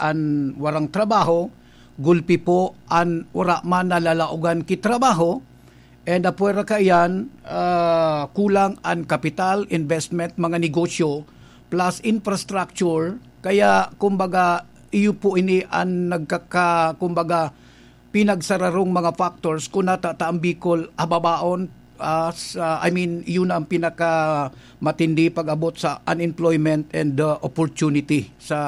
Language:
Bikol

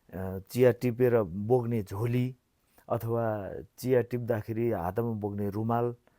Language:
Nepali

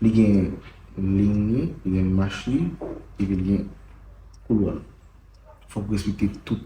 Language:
Haitian Creole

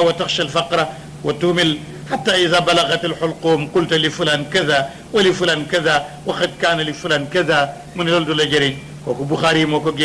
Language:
Wolof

